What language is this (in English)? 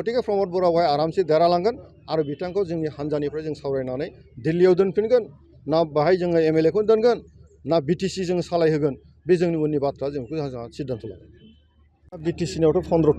Bodo